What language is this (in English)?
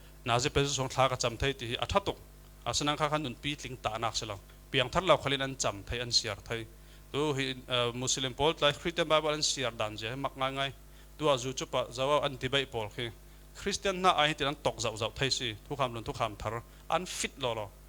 Falam Chin